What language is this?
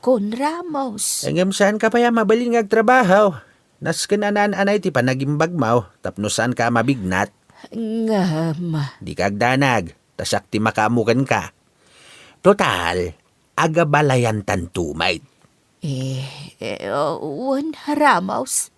Iloko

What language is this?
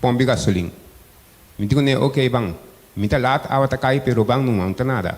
Papiamento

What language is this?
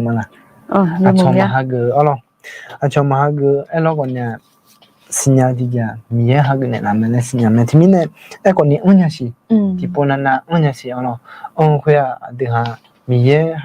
Akha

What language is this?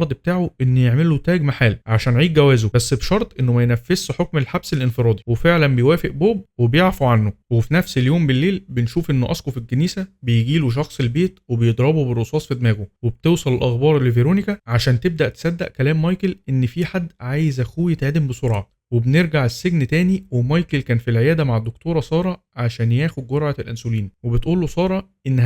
Egyptian Arabic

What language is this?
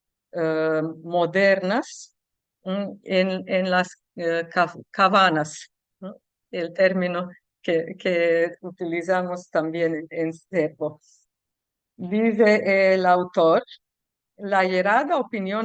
Ladino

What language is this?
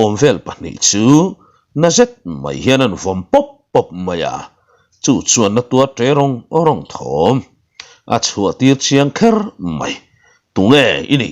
Mizo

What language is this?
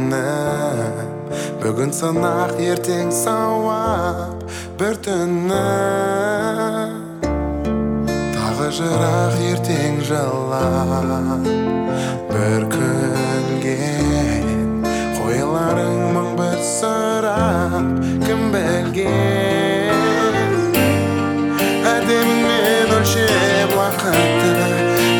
Kazakh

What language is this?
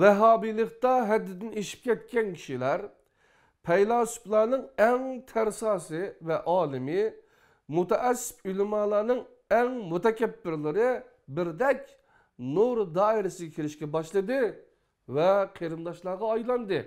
Uyghur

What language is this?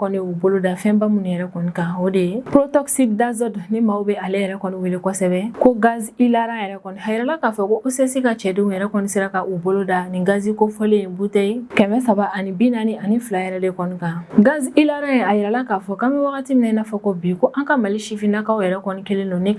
Bambara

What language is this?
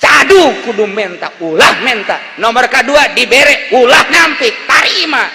Sundanese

